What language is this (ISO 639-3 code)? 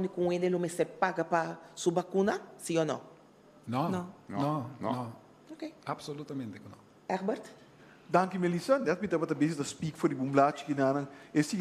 pap